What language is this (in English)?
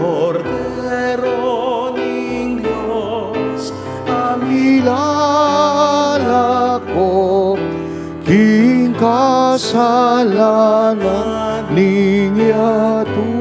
Pampanga